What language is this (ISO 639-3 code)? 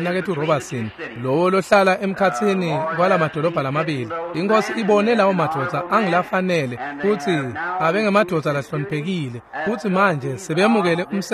ssw